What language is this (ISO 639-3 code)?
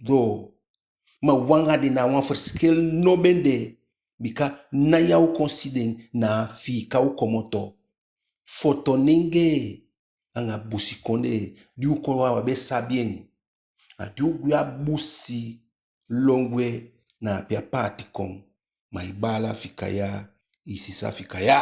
djk